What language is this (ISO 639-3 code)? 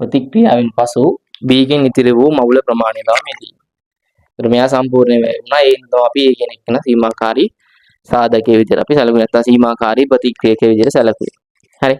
sin